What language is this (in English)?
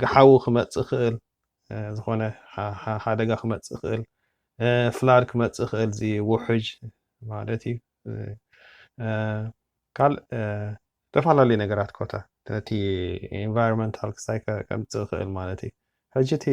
Tigrinya